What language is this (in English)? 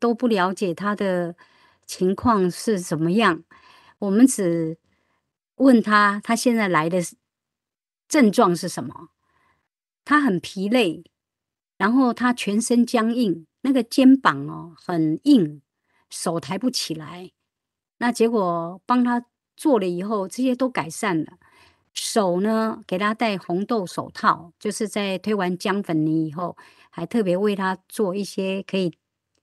Chinese